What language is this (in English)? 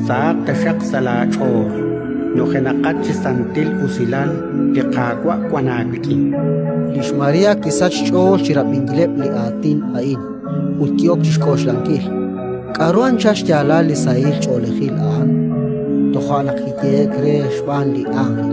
Kekchí